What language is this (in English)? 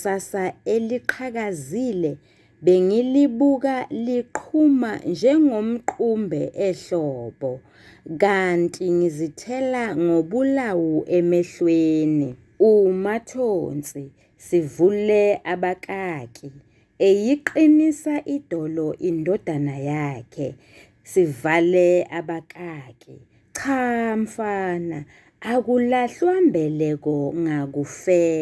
Zulu